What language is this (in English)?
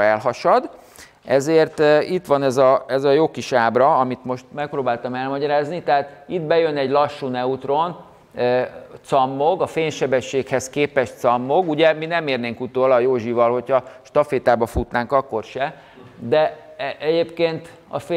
Hungarian